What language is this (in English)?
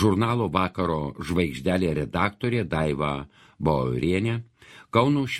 Lithuanian